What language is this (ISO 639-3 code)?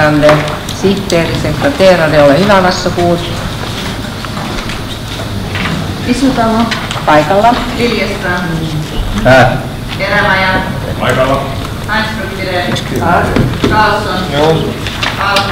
fin